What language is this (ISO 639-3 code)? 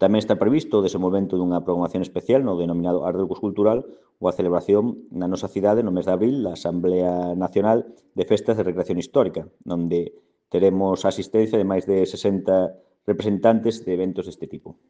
glg